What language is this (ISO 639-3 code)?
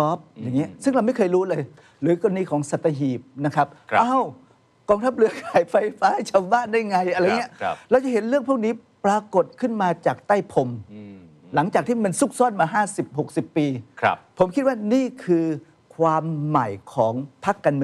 tha